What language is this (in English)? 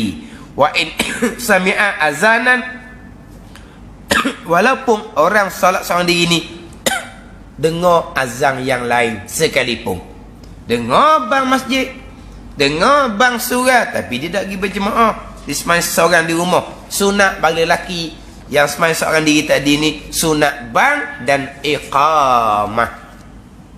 Malay